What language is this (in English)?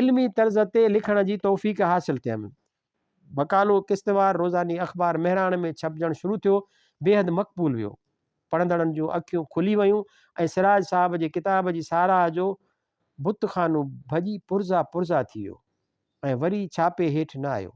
Sindhi